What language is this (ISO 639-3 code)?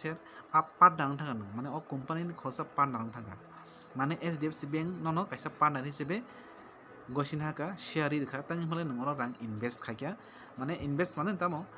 trp